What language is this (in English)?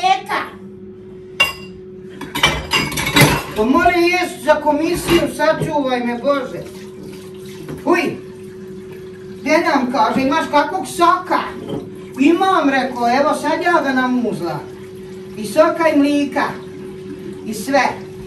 Bosnian